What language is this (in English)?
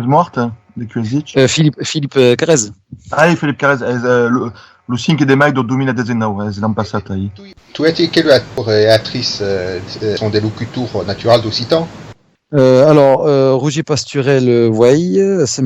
Occitan